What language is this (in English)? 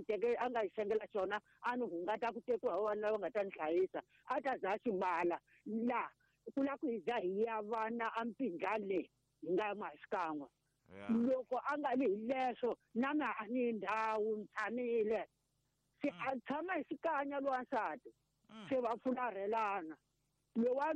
Tsonga